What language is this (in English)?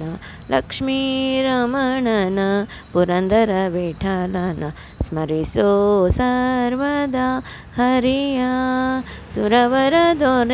Kannada